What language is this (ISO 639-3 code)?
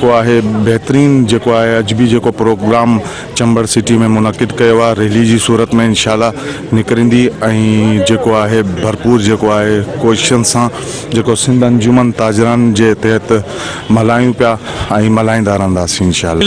snd